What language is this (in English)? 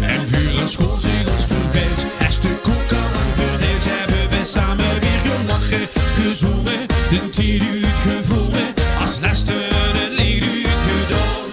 Limburgish